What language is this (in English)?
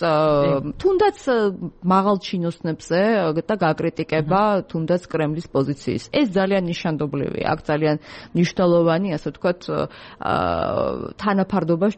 Georgian